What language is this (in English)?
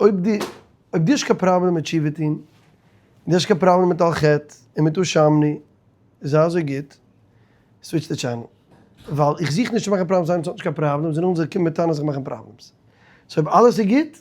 Yiddish